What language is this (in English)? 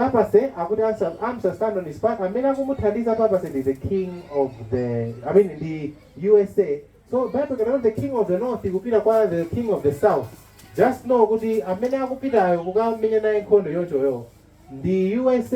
Nyanja